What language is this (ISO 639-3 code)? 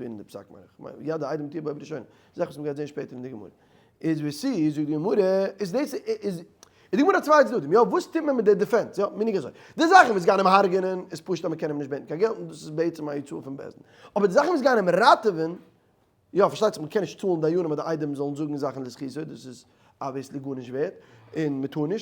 yid